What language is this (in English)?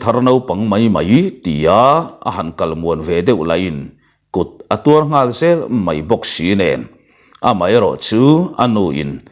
Mizo